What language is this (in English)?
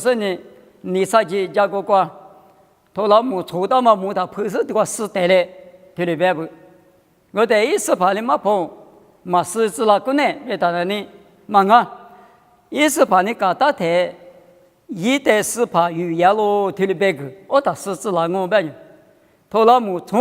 Lisu